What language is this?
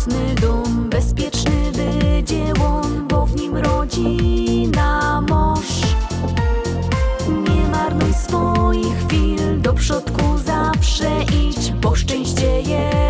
Polish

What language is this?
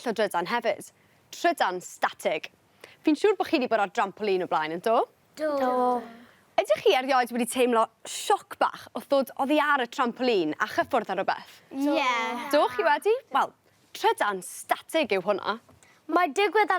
Welsh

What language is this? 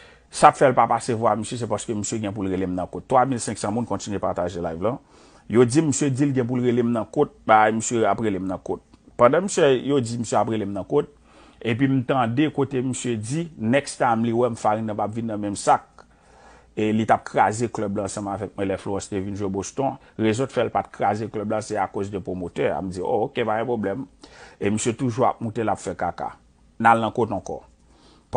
Haitian Creole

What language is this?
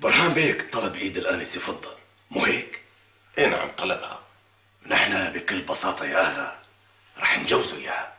North Levantine Arabic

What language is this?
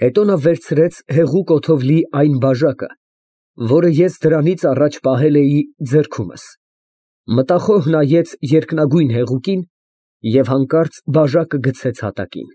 Armenian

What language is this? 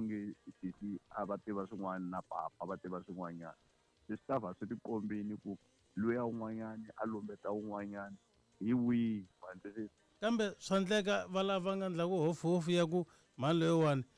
Tsonga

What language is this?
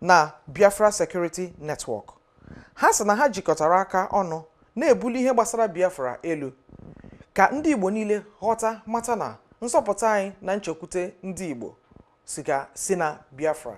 Igbo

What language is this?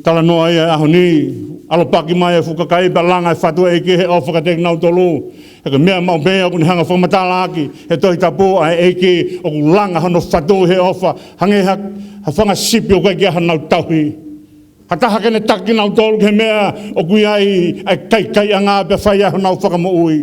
Tongan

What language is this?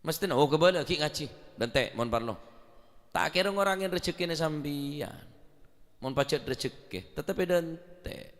Madurese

